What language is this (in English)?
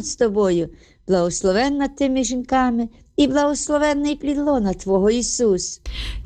Ukrainian